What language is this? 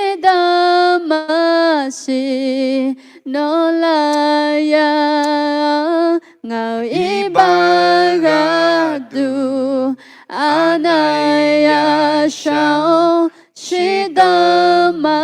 Akha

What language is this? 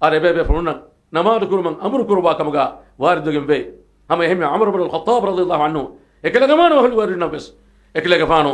Divehi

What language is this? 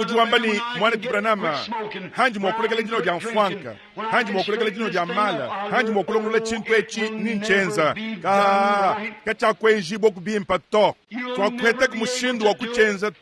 Luba-Lulua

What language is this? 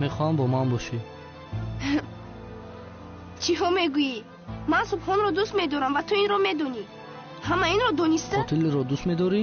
Tajik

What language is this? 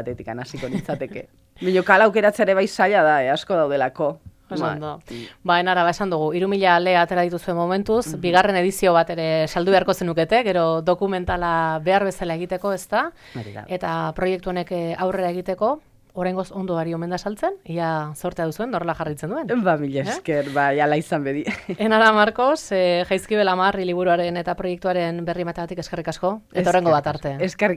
Basque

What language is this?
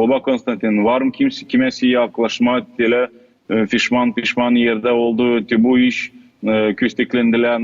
Gagauz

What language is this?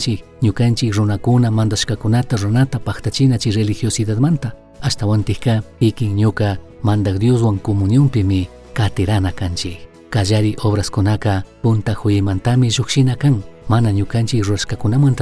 Chimborazo Highland Quichua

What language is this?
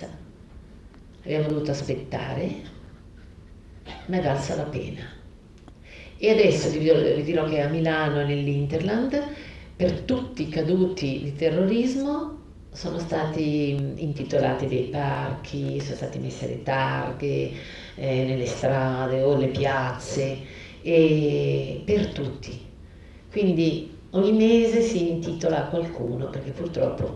Italian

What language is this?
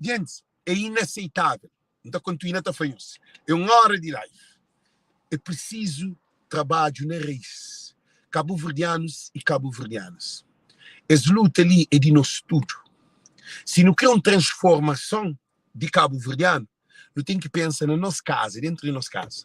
Kabuverdianu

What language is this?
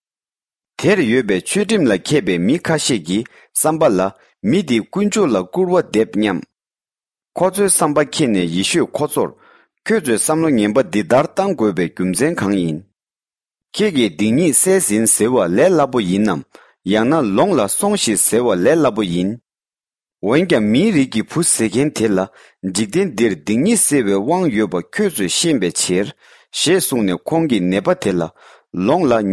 Tibetan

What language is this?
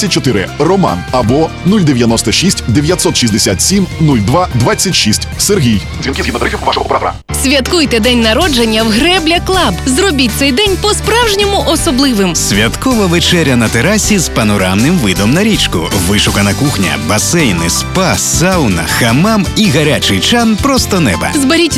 Ukrainian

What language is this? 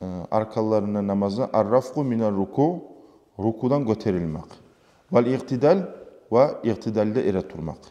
Kumyk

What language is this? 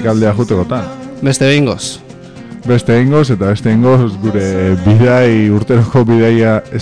Basque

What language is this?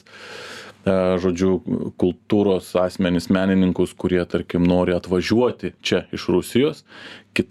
Lithuanian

